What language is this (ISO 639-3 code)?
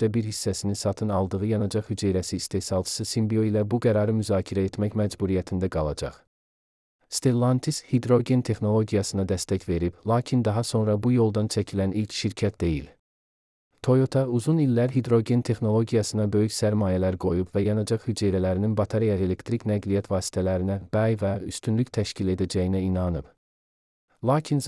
aze